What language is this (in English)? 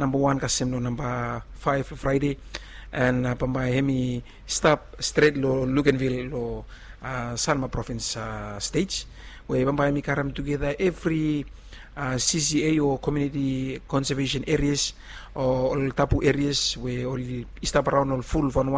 Bislama